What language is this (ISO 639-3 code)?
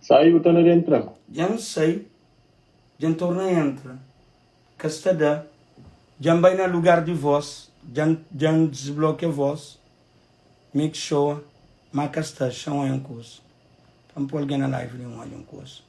kea